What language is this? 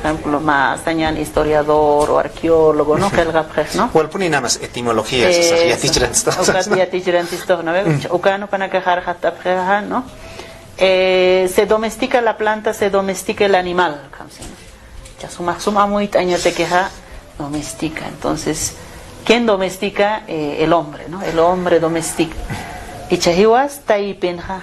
Aymara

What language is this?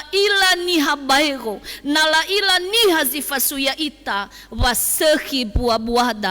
Nias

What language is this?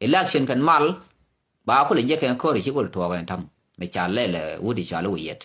Nuer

